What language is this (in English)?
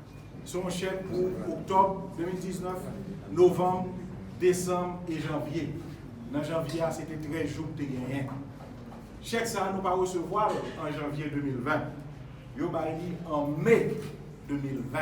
Haitian Creole